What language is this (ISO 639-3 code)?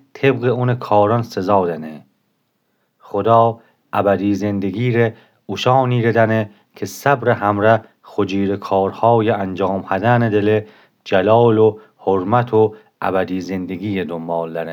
glk